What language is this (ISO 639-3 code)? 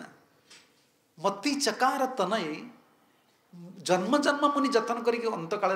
ori